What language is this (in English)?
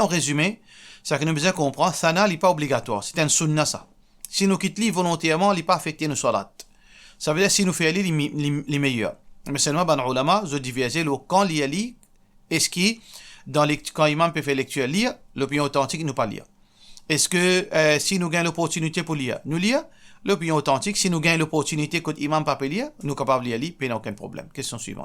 Morisyen